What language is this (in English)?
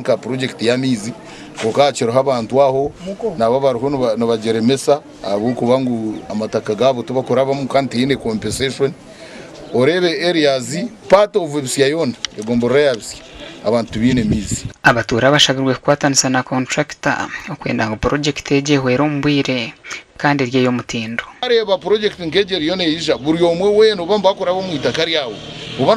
Nyankole